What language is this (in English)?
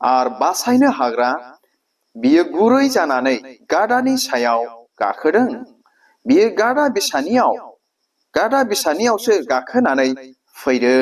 Bodo